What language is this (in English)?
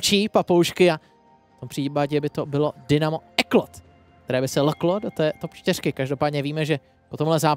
Czech